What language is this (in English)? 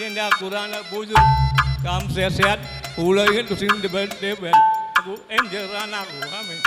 Batak Karo